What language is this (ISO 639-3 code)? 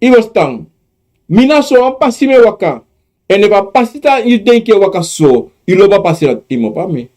srn